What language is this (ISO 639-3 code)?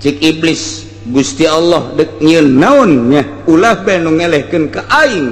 sun